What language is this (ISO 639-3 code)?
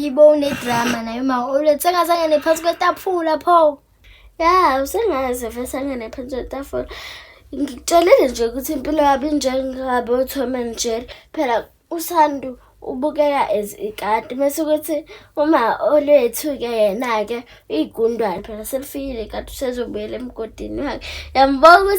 zul